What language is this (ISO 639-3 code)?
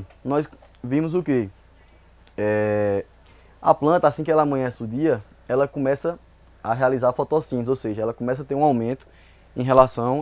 por